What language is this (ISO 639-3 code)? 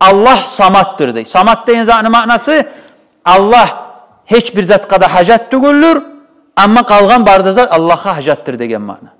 kum